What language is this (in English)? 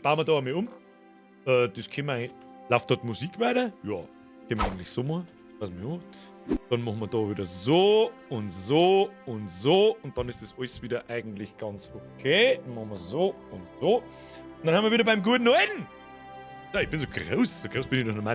Bavarian